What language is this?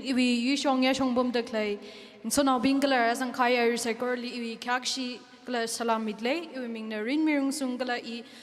Tangkhul Naga (India)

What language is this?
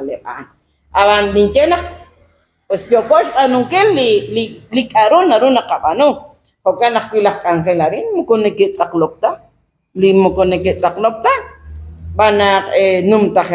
Kekchí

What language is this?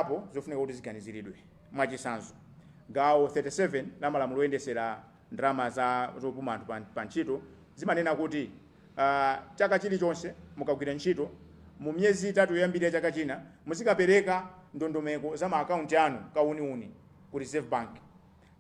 Nyanja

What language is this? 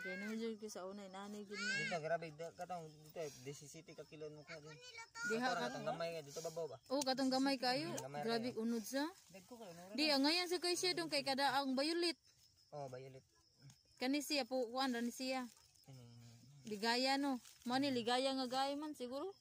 Cebuano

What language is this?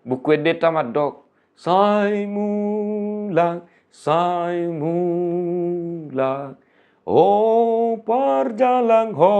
Batak Toba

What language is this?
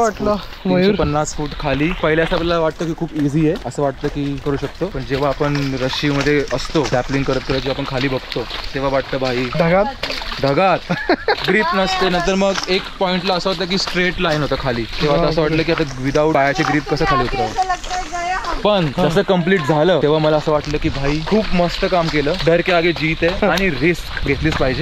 Marathi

